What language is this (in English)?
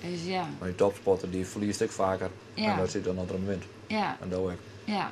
Western Frisian